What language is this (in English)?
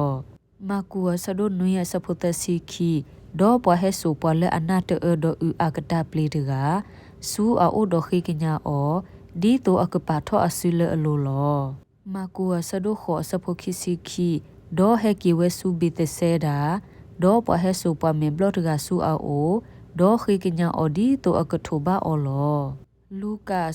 S'gaw Karen